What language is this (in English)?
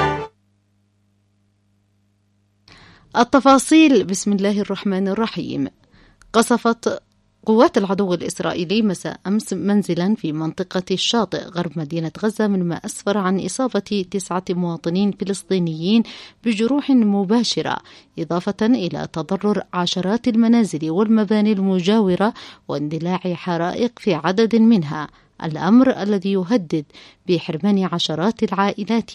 Arabic